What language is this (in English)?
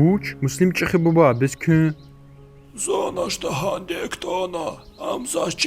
Lezghian